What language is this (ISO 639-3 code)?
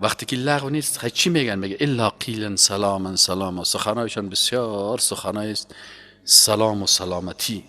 fas